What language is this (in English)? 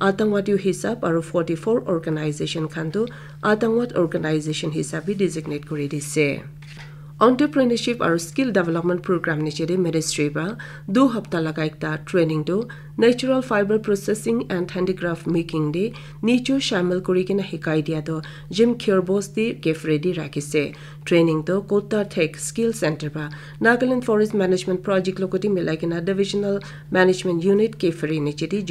Naga Pidgin